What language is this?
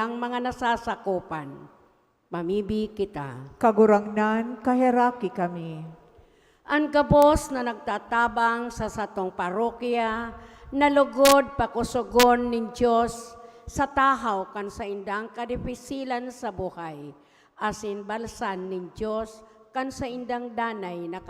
Bikol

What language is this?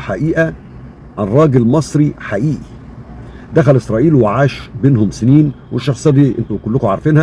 Egyptian Arabic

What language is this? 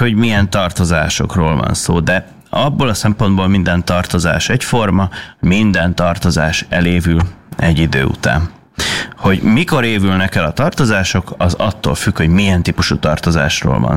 Hungarian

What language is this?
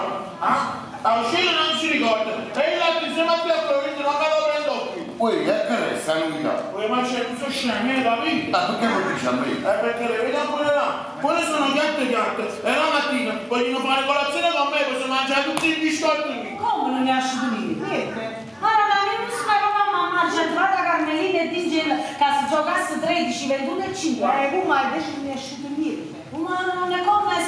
Neapolitan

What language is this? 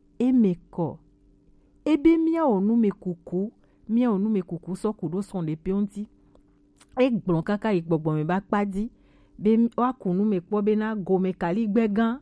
Gen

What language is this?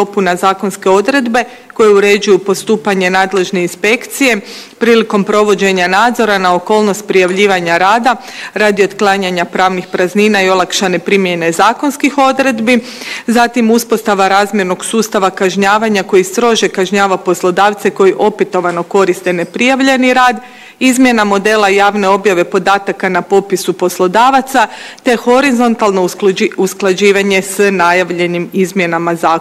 Bosnian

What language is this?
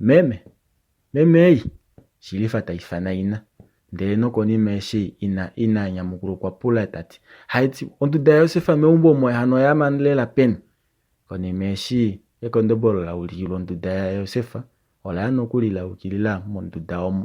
Kuanyama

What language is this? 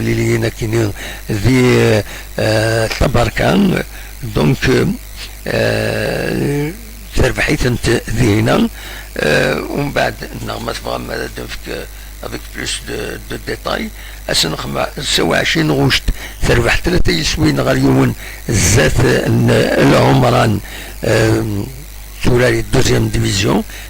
Kabyle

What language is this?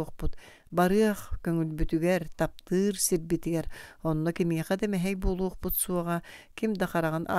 Yakut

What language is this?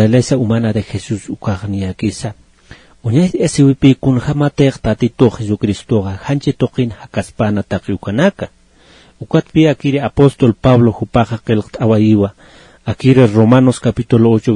Aymara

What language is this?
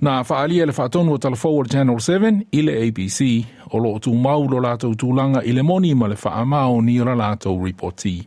Samoan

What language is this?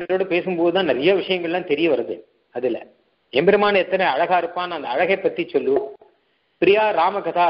Tamil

